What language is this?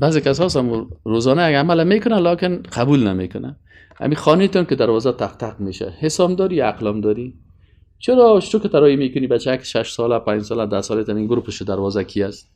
Persian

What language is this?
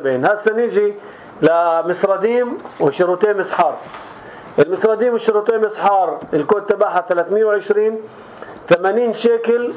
North Levantine Arabic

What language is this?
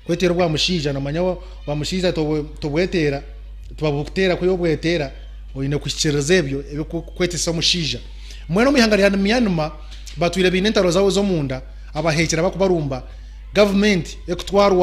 Nyankole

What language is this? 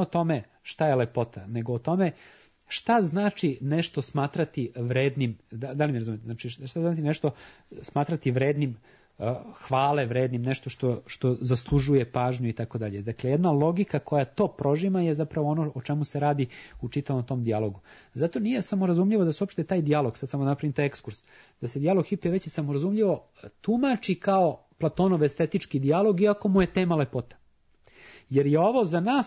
Serbian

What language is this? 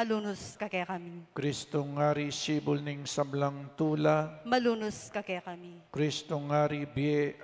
Pampanga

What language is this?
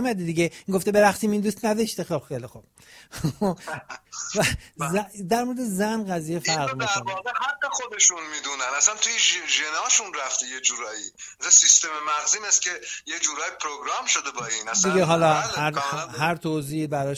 Persian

